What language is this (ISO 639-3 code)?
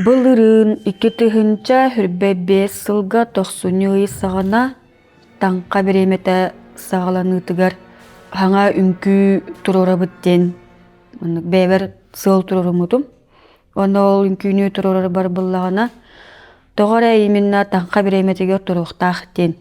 sah